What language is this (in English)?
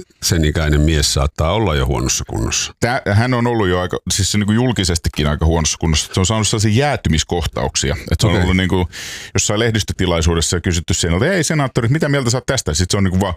Finnish